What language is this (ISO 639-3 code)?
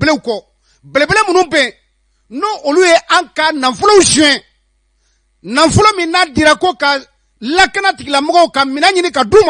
bam